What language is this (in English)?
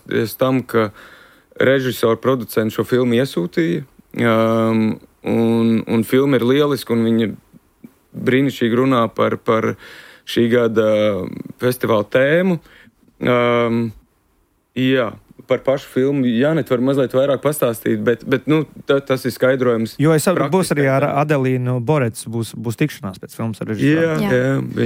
Latvian